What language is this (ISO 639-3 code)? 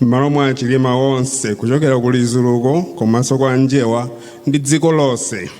nya